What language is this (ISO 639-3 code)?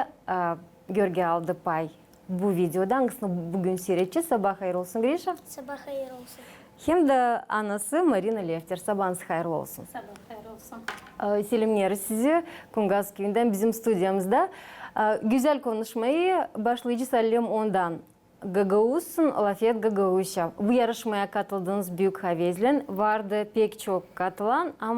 gag